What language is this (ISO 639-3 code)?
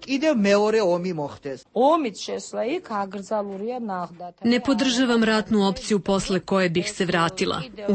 srp